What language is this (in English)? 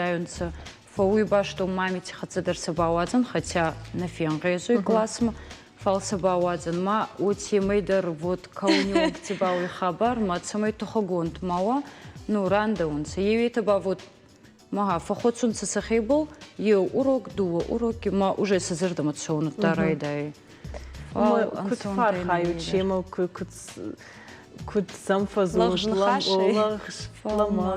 Ossetic